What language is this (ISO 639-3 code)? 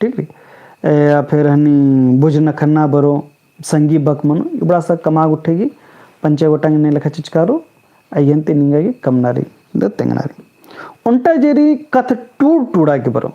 kru